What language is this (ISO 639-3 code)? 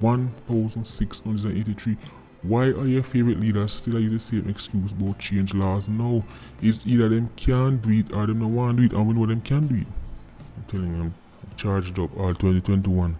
jam